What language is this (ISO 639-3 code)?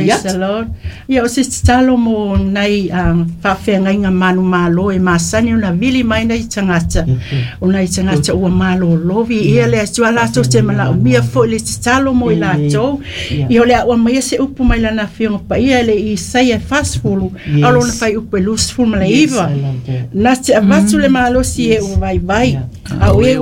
smo